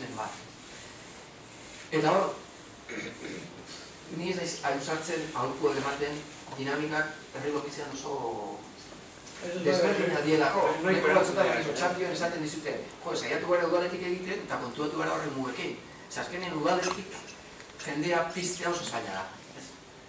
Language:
Basque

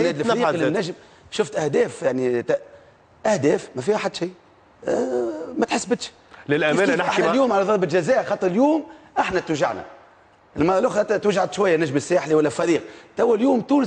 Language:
Tunisian Arabic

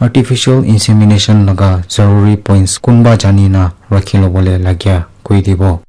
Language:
Naga Pidgin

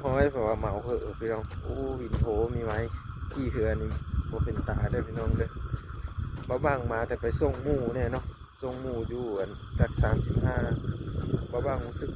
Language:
Lao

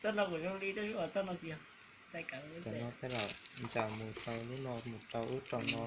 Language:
Hmong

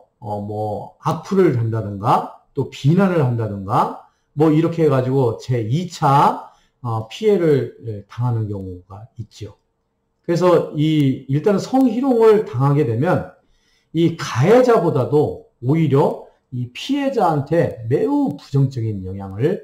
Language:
Korean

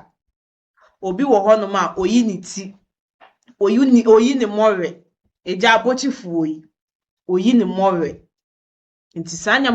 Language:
Akan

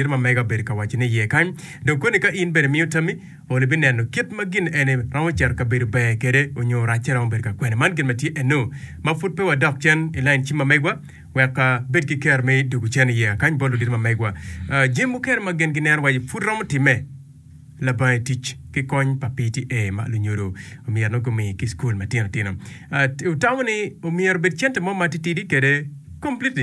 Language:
Acoli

